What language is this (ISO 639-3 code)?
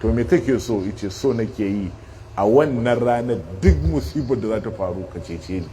hau